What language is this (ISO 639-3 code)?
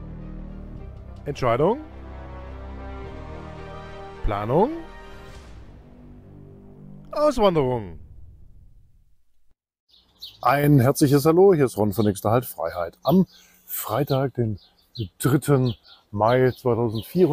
deu